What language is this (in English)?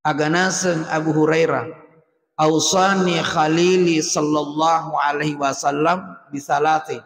Buginese